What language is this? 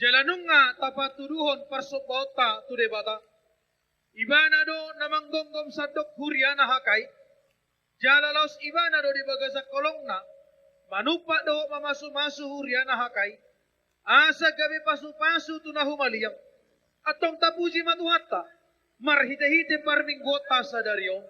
Batak Toba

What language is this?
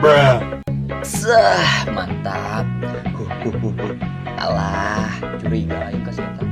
Sundanese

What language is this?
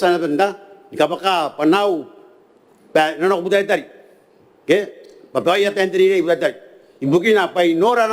Gilbertese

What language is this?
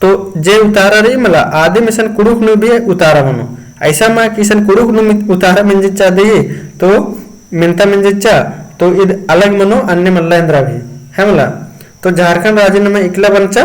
Kurukh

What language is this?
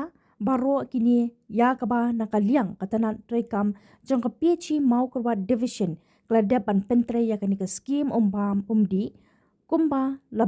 Khasi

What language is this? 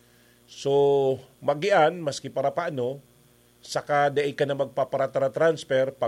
Bikol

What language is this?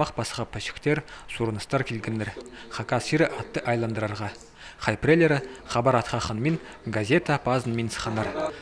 Khakas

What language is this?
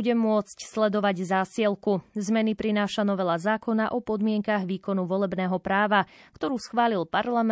Slovak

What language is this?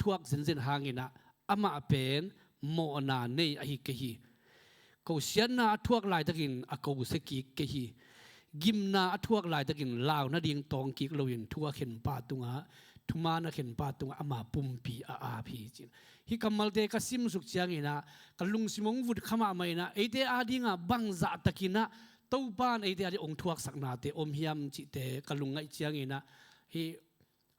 Tedim Chin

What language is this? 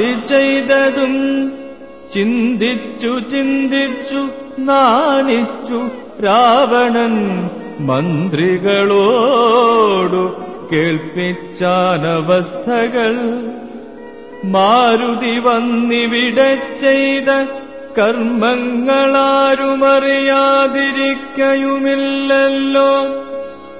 Malayalam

